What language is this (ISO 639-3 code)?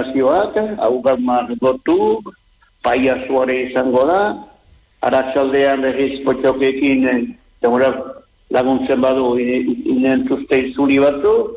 eus